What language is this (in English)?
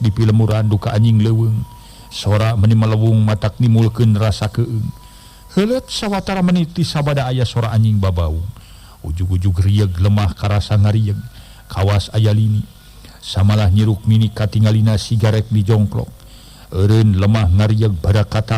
Sundanese